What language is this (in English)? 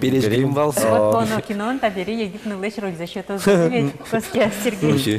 Udmurt